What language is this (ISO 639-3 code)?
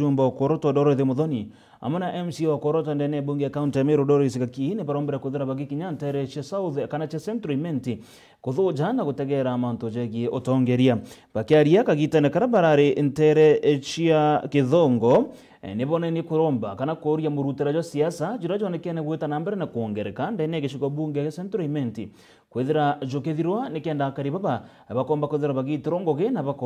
mer